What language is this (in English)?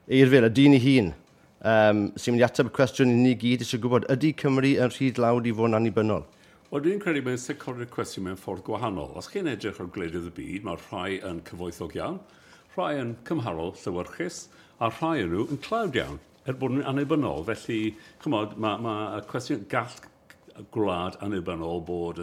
Welsh